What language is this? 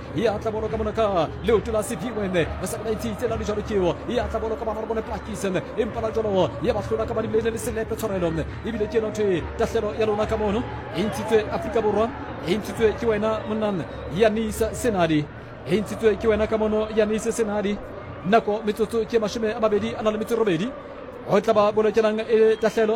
Southern Sotho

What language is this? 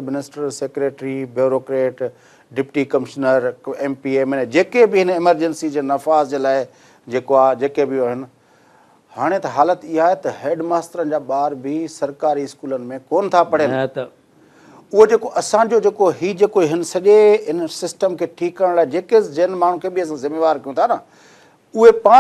Sindhi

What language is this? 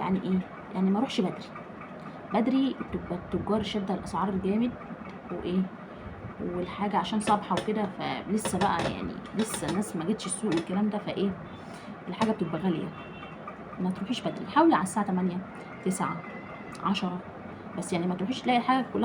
Egyptian Arabic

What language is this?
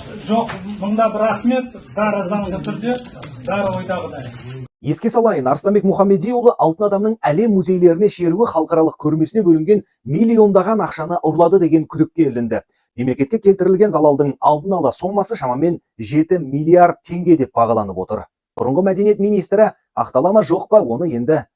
Kazakh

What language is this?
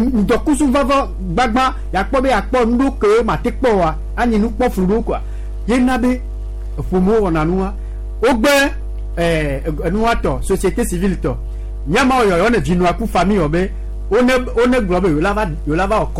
Gen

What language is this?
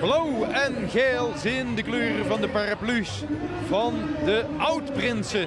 Limburgish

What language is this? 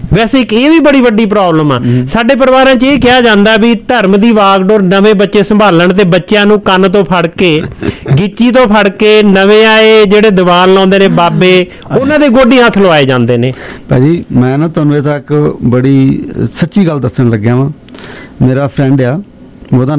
Punjabi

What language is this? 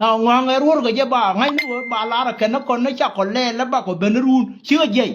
Nuer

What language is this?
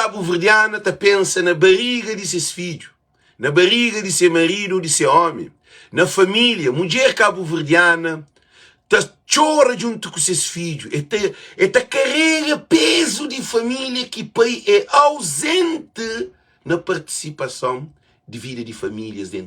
Kabuverdianu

